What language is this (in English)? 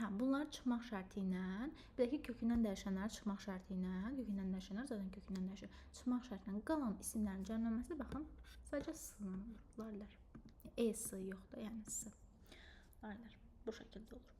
Azerbaijani